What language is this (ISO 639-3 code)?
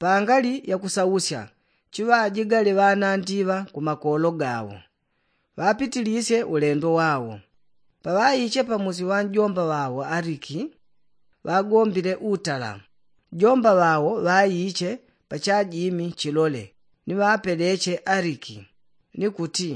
yao